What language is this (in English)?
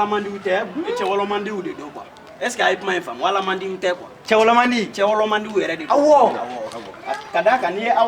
Bambara